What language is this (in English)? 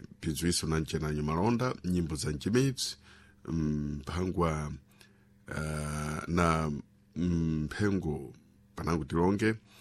Sena